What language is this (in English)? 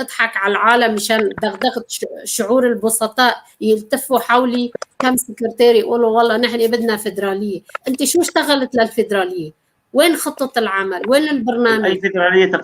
North Levantine Arabic